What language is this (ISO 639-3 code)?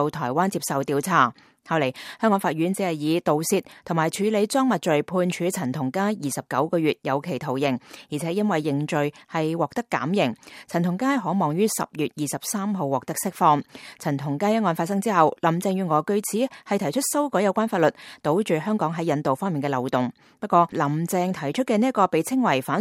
yue